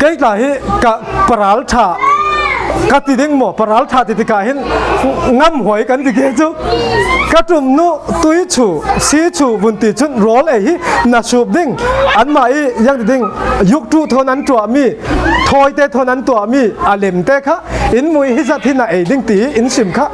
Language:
Falam Chin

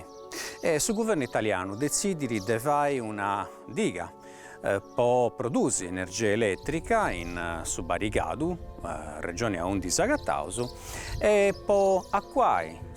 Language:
Sardinian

